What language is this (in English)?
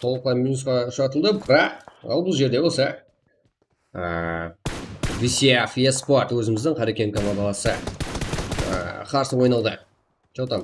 Kara-Kalpak